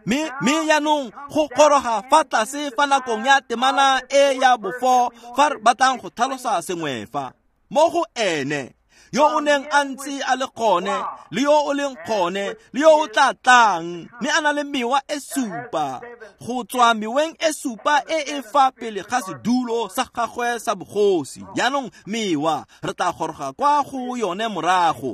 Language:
Tswana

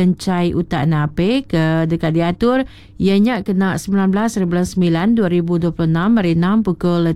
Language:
Iban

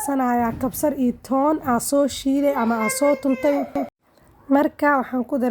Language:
Somali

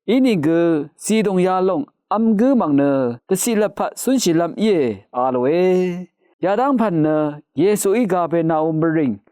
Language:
Rawang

